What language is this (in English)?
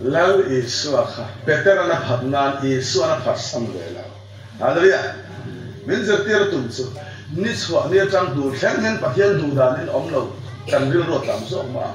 Mizo